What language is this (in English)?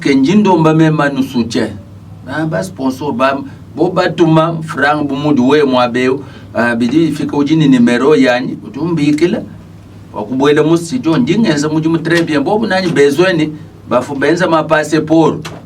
Luba-Lulua